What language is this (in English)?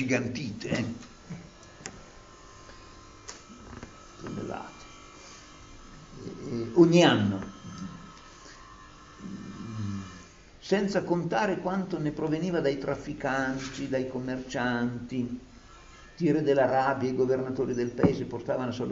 Italian